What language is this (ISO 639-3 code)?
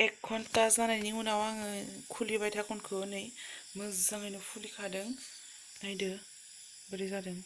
brx